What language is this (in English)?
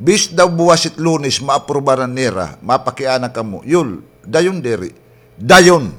Waray